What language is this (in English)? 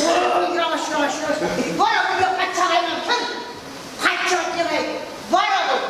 Chuvash